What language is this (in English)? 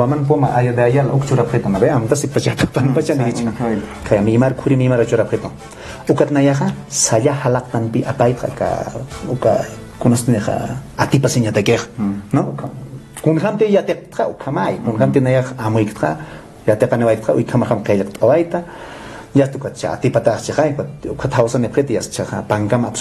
Aymara